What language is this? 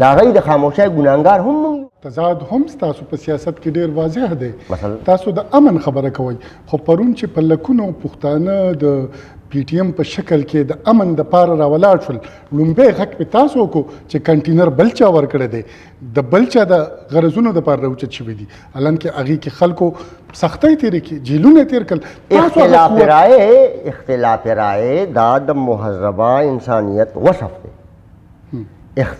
Pashto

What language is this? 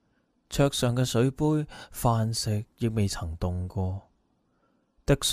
Cantonese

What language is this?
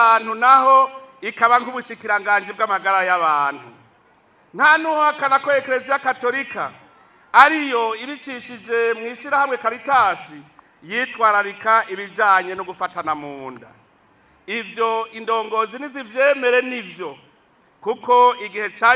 Rundi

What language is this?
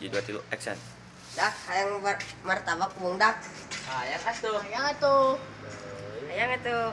Sundanese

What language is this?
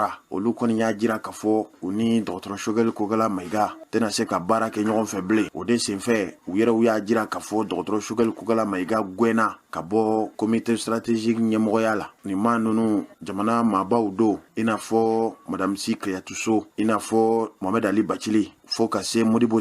Bambara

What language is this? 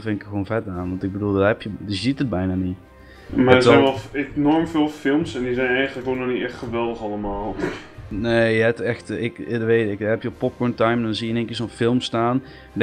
Dutch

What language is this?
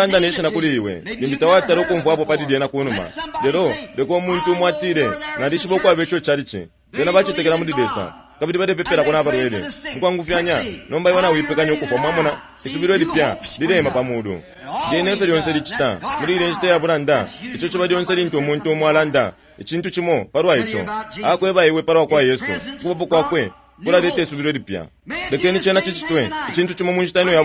Bemba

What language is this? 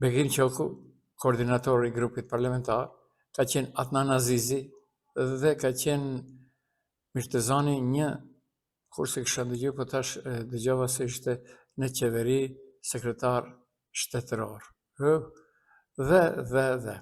Albanian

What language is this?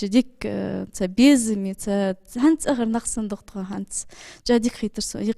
Ingush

